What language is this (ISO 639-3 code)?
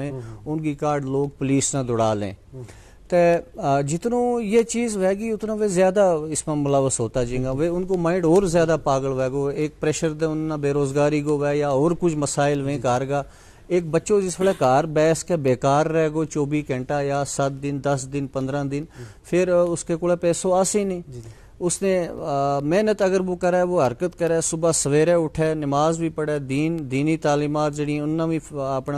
gju